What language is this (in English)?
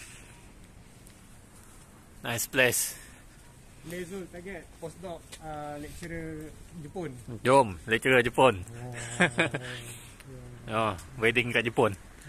Malay